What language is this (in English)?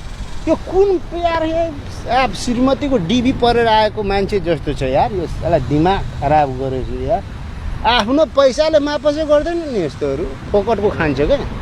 Nepali